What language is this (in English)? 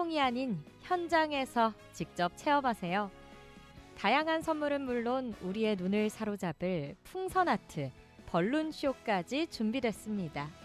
Korean